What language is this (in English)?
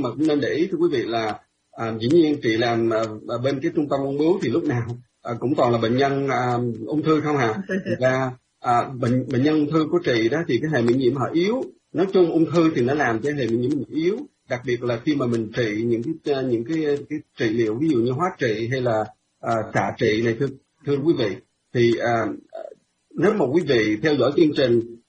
Vietnamese